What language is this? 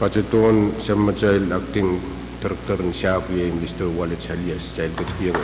Pohnpeian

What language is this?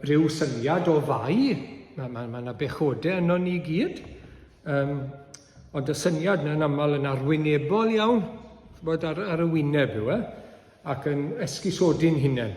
Welsh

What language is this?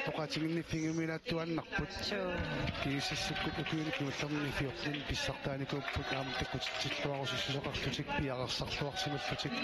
Kalaallisut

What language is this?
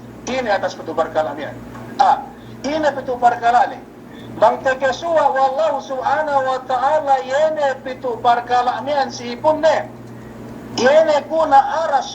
Yakan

